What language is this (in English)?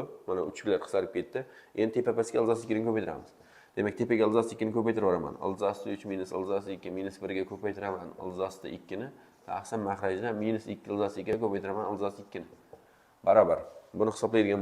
Uzbek